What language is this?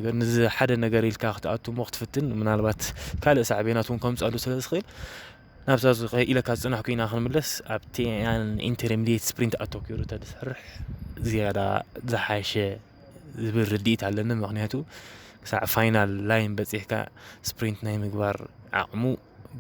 Tigrinya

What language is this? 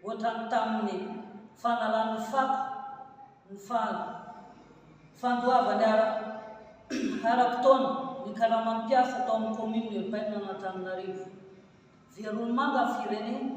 Malagasy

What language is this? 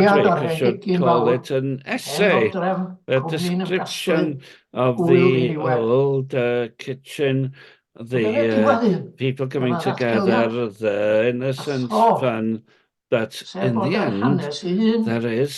Welsh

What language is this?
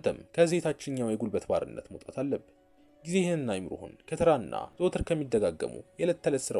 Amharic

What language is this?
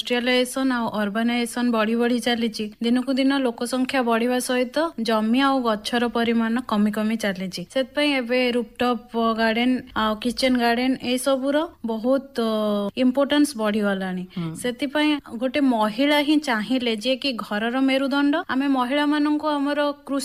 Odia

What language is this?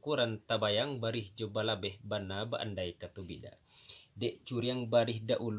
Minangkabau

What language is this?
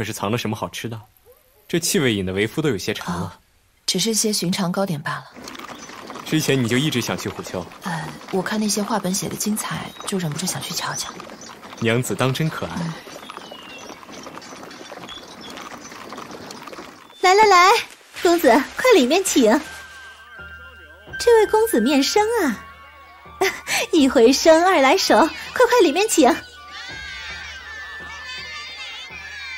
Chinese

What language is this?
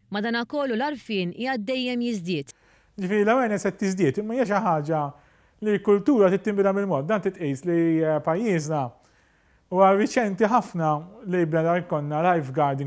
Maltese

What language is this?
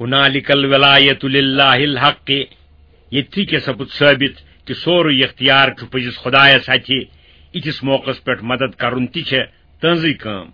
Kashmiri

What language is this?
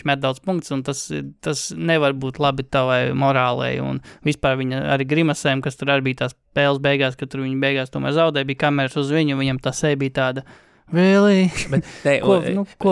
Latvian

